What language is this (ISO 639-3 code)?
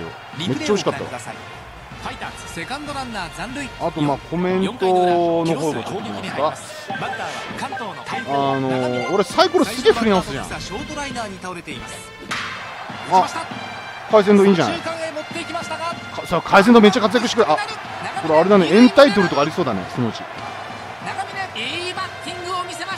jpn